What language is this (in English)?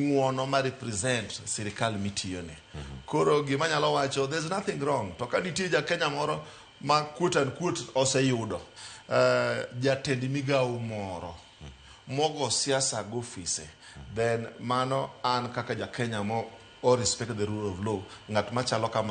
Luo (Kenya and Tanzania)